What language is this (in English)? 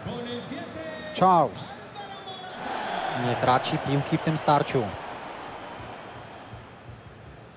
Polish